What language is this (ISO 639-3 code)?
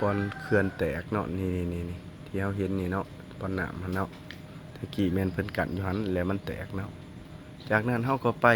lao